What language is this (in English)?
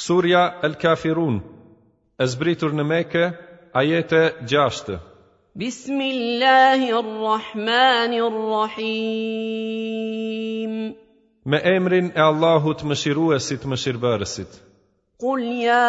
Albanian